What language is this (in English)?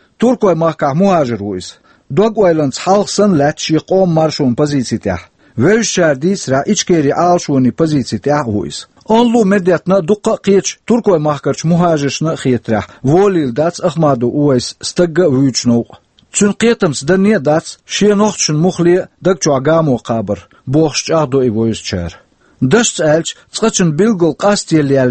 Chechen